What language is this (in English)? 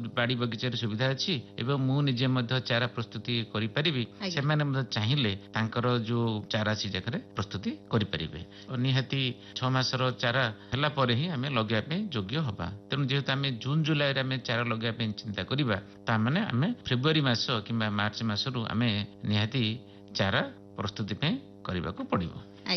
Odia